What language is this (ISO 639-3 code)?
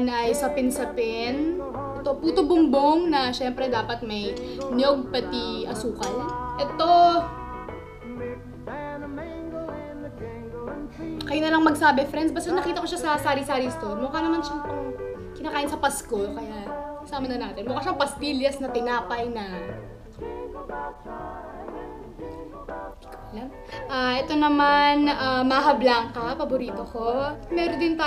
fil